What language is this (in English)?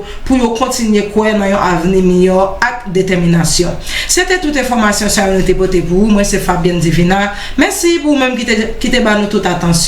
Haitian Creole